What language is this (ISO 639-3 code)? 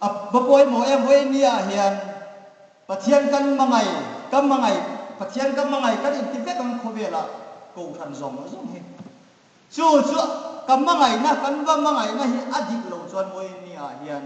hmr